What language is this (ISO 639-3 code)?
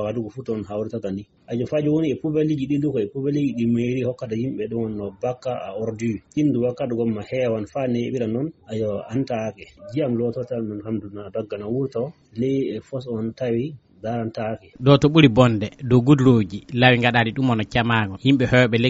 ful